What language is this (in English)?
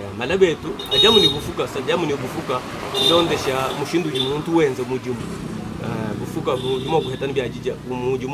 Luba-Lulua